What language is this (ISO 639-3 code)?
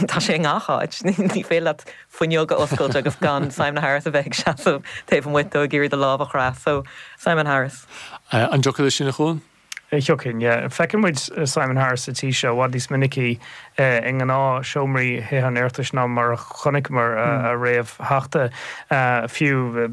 gle